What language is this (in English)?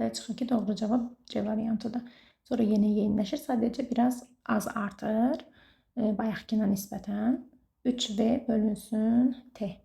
Azerbaijani